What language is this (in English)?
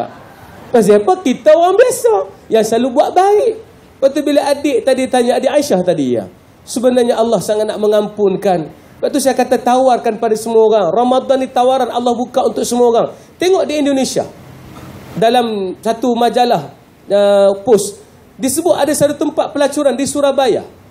Malay